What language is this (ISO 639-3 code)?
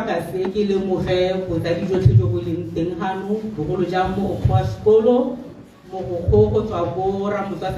tsn